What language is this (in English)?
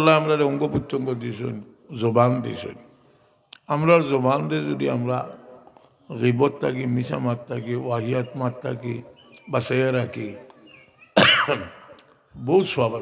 Sylheti